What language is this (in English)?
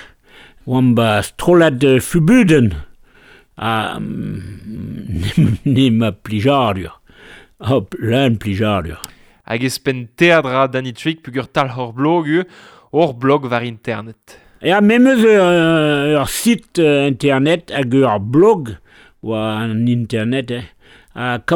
Breton